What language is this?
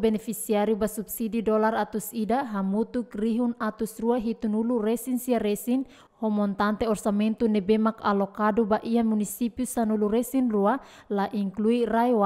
Tetum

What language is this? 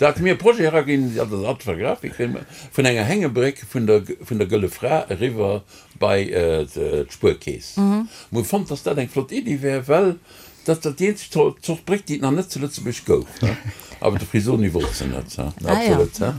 Luxembourgish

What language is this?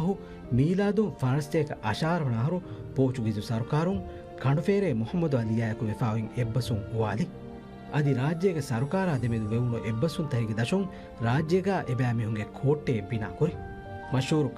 Divehi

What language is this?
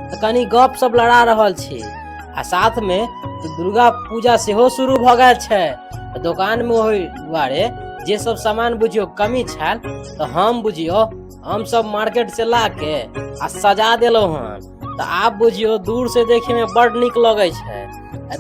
Maithili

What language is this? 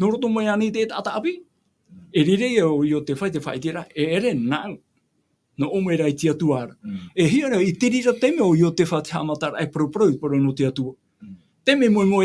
Tahitian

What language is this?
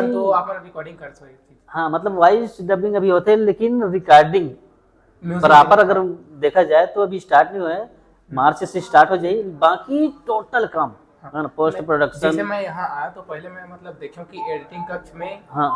Chhattisgarhi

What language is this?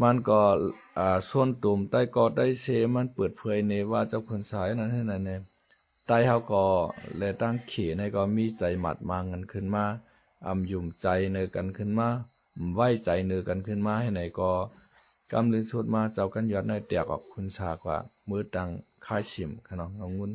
Shan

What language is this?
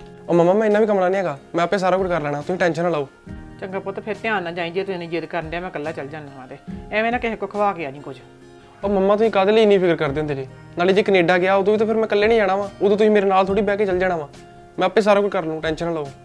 Punjabi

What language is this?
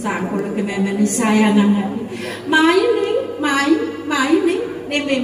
Balinese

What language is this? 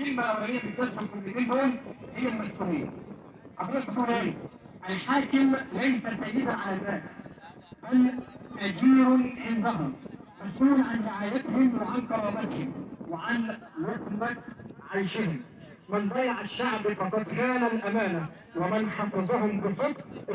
Egyptian Arabic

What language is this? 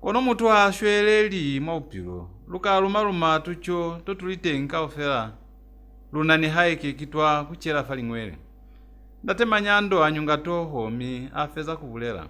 Lozi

